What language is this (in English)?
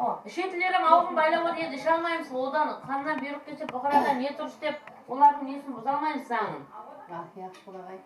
Kara-Kalpak